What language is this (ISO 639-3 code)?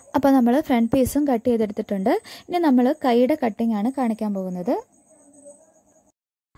mal